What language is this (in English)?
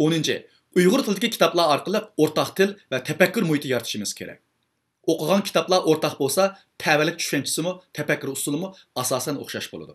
Uyghur